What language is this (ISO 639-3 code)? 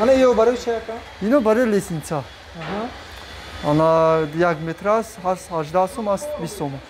tgk